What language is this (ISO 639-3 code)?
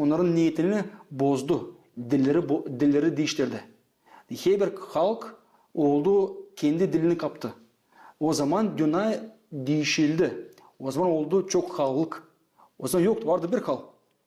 gag